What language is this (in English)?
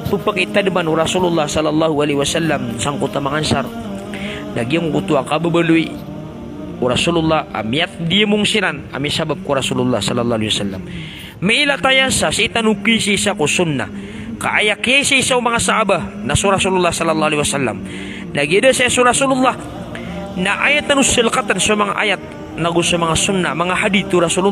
Maranao